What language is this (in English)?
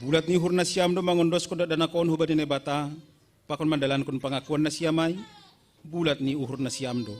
Batak Simalungun